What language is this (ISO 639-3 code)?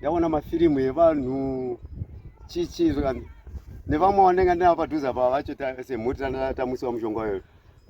sna